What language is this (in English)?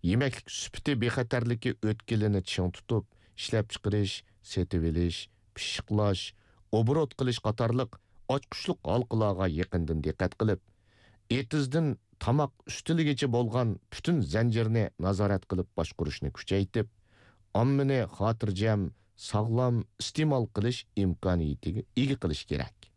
Uyghur